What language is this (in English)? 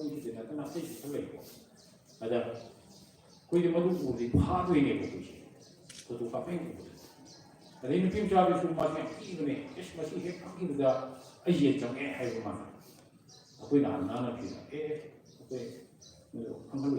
Manipuri